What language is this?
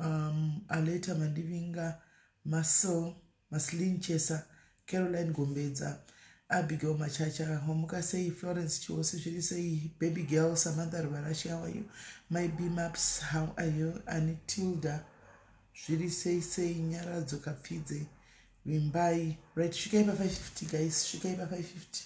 Shona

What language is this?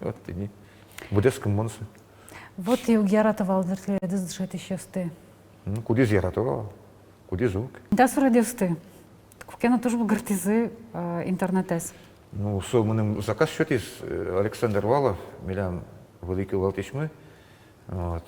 Udmurt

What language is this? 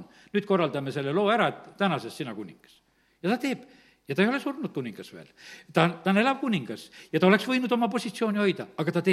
Estonian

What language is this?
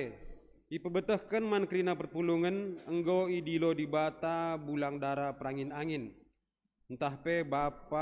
Batak Karo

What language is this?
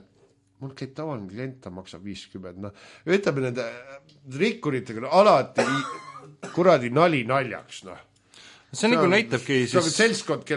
Estonian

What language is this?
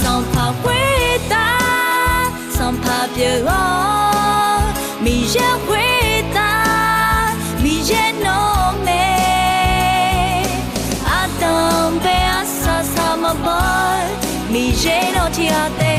Akha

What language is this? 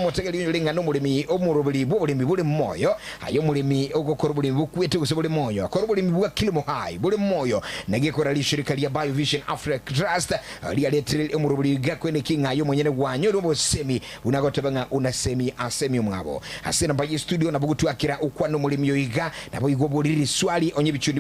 Gusii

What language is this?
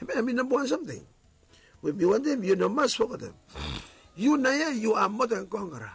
Bislama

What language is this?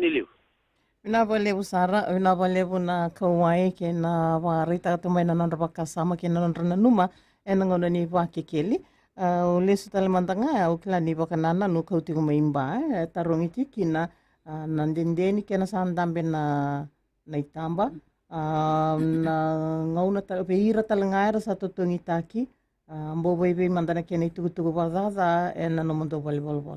Fijian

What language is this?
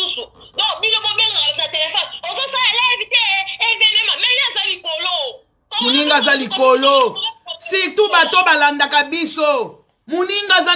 Lingala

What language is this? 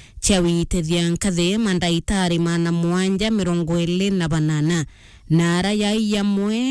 Meru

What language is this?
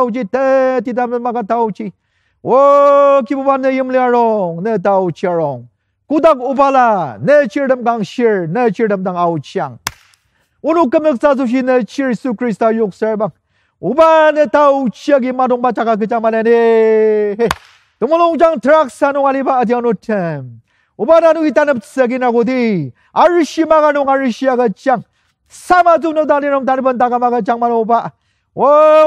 Ao Naga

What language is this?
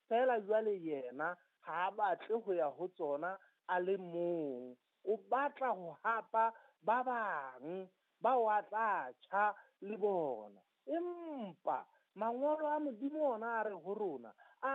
Southern Sotho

